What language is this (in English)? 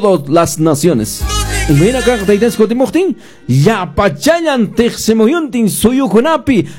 Quechua